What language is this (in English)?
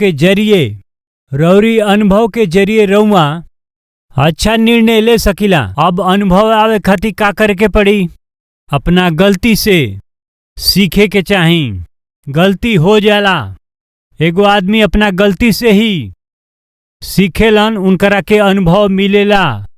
Bhojpuri